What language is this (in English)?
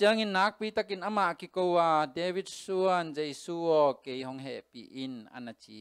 Tedim Chin